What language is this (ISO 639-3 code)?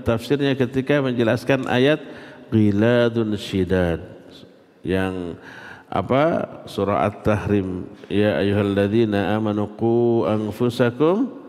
ind